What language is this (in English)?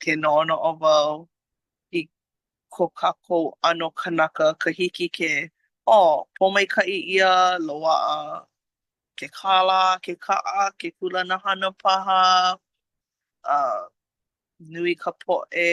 Hawaiian